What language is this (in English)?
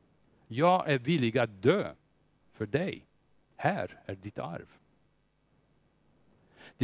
Swedish